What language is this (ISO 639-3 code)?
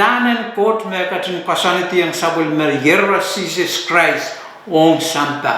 pon